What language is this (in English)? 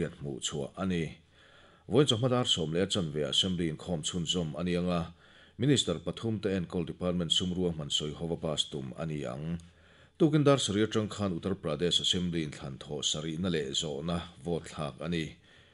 Mizo